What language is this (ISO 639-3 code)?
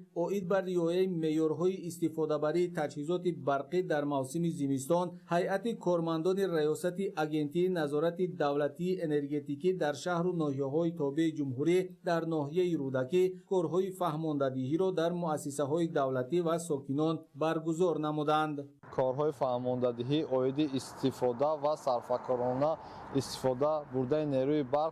tgk